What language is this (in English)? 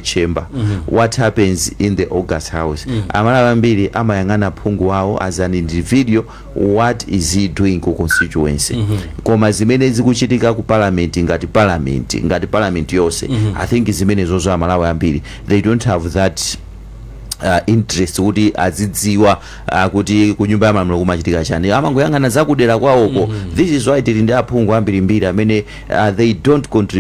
Nyanja